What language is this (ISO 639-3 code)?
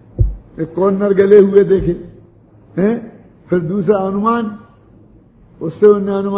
hin